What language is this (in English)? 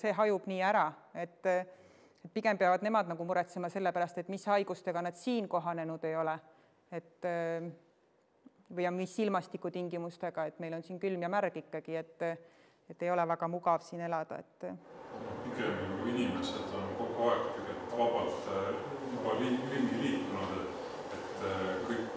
Estonian